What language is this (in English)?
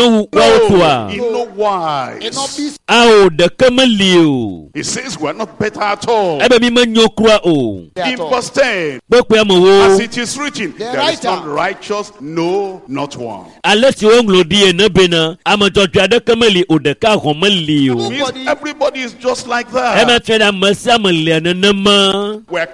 Ewe